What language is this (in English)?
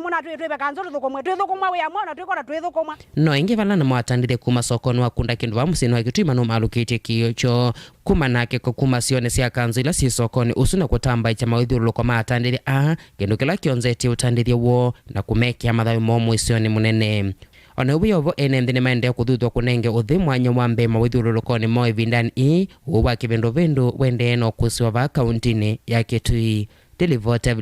Kamba